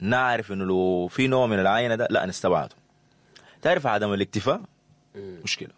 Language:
Sudanese Arabic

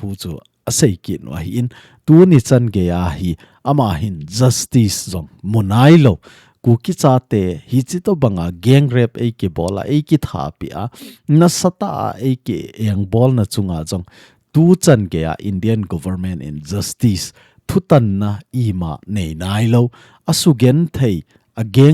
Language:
Thado Chin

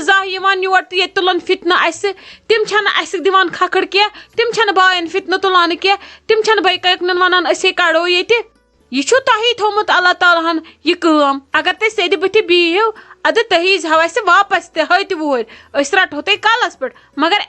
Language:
Kashmiri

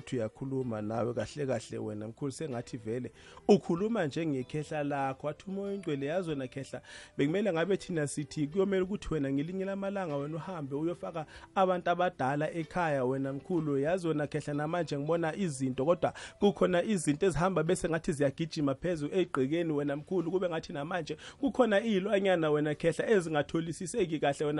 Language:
South Ndebele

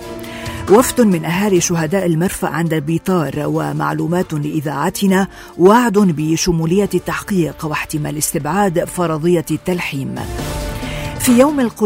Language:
Arabic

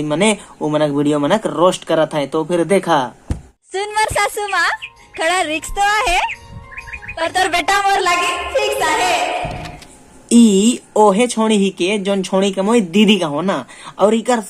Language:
Sadri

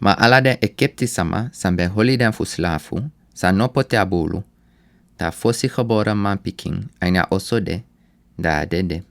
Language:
Sranan Tongo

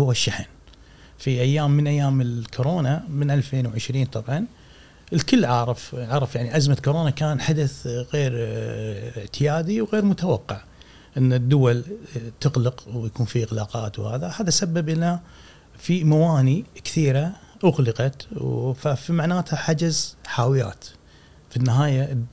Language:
Gulf Arabic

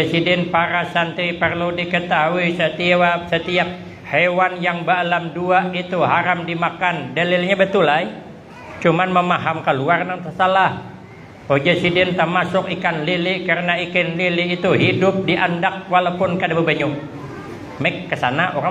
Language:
Banjar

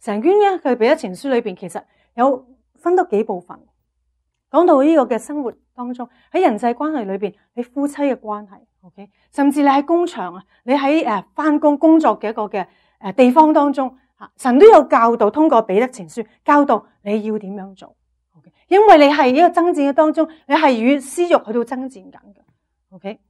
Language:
Cantonese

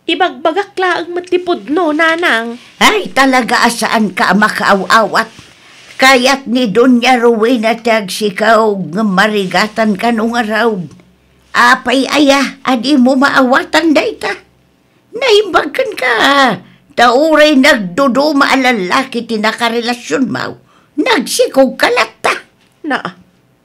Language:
Iloko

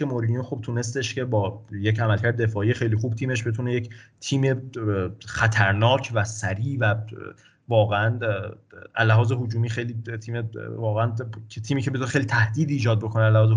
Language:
Persian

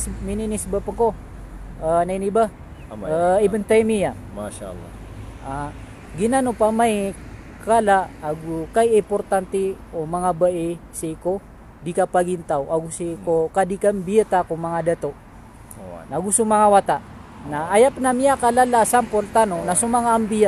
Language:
Maranao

